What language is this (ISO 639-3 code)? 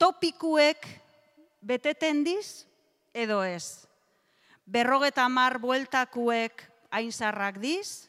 eus